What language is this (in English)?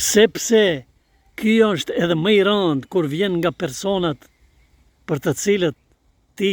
Albanian